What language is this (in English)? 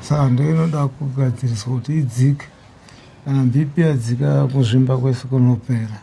Shona